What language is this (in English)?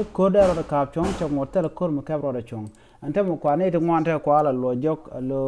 Nuer